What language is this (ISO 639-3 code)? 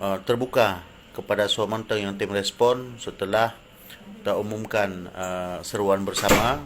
ace